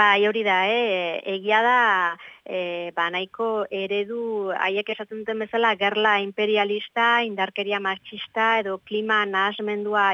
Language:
Basque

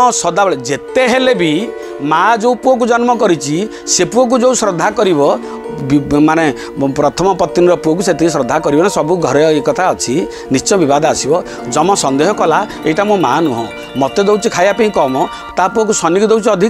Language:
Odia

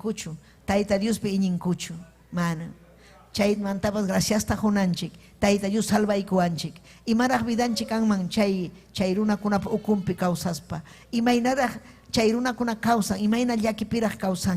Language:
Ayacucho Quechua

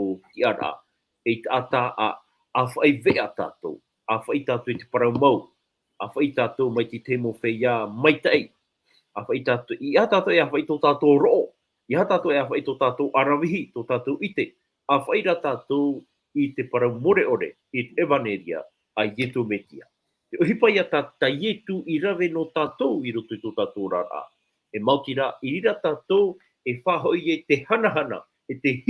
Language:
Tahitian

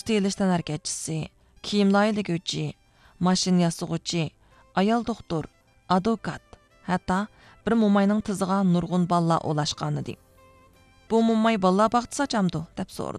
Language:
Uyghur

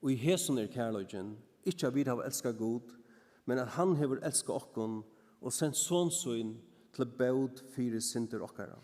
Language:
Faroese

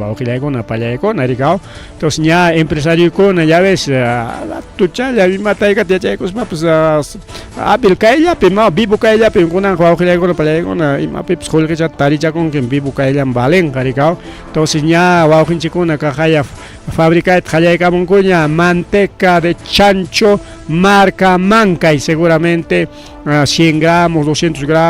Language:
Ayacucho Quechua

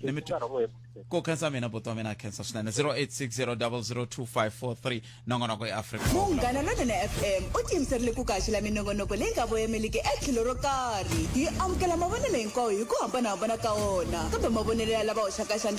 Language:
Tsonga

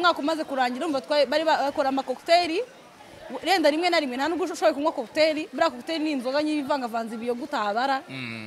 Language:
Kinyarwanda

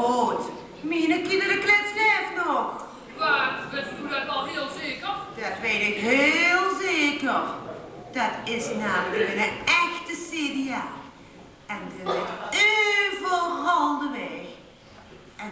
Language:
Limburgish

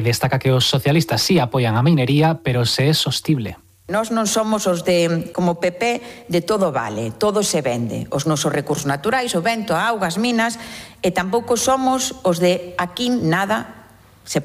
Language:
Galician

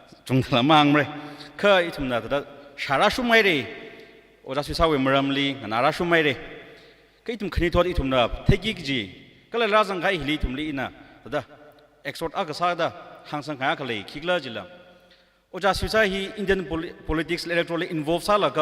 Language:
Tangkhul Naga (India)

